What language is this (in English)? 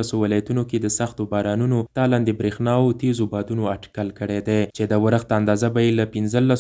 Pashto